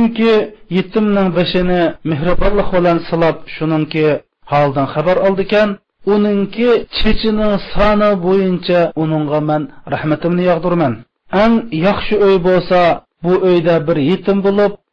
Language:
Uyghur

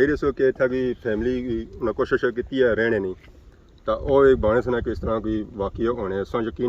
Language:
Pahari-Potwari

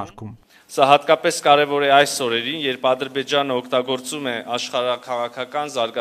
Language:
Armenian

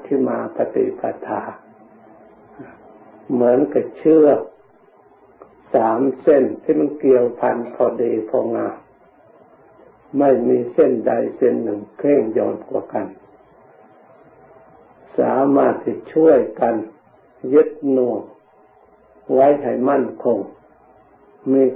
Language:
Thai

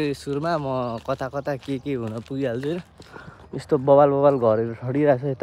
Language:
Nepali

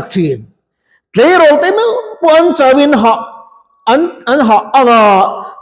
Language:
Mizo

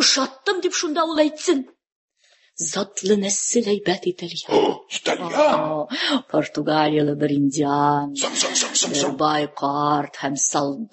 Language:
Tatar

